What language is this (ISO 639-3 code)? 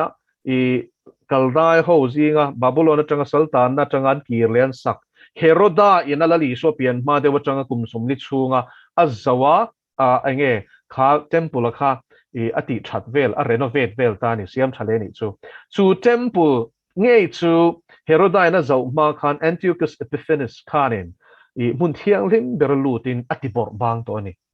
lus